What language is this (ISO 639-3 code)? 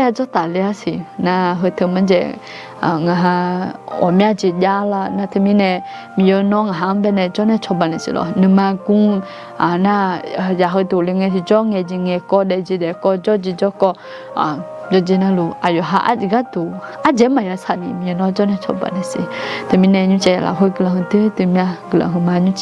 ahk